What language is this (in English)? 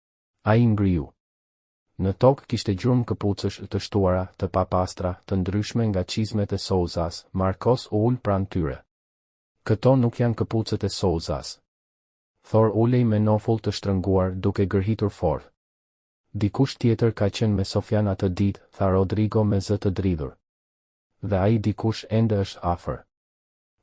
Albanian